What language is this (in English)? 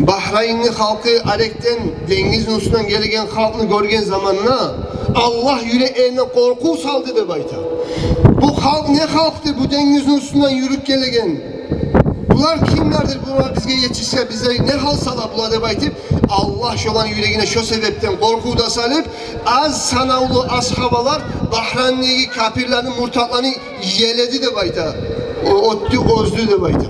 Kumyk